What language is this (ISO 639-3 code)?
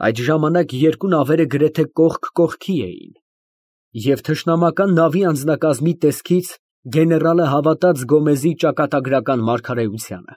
hye